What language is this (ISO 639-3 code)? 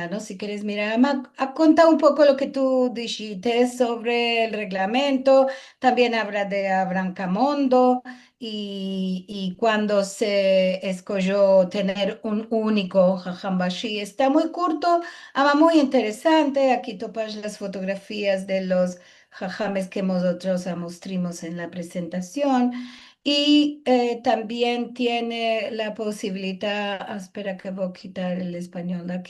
lad